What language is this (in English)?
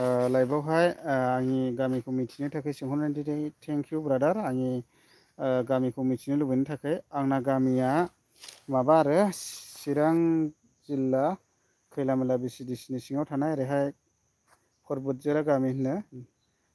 Bodo